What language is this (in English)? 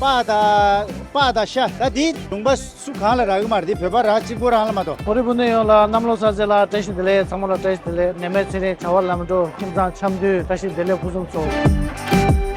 Tibetan